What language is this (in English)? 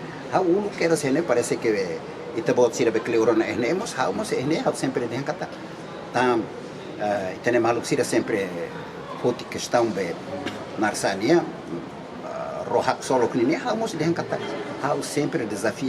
Tetum